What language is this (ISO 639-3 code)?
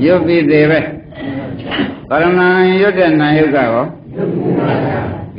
mya